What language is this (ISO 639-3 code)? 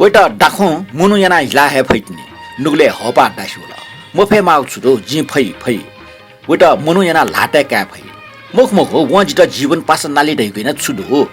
new